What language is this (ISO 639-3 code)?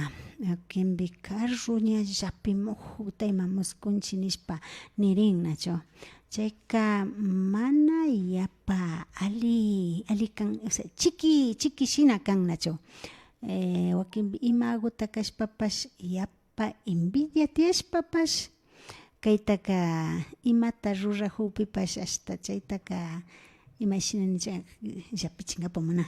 qvi